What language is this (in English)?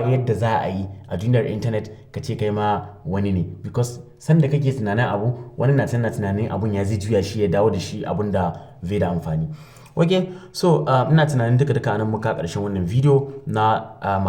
Hausa